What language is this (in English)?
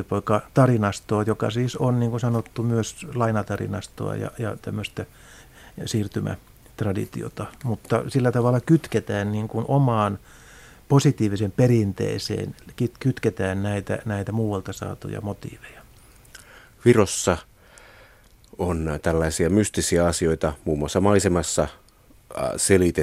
Finnish